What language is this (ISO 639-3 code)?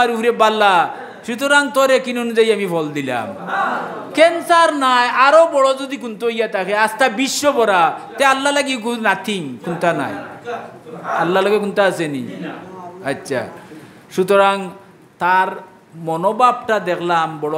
syl